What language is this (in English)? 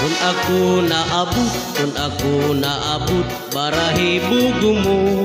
Waray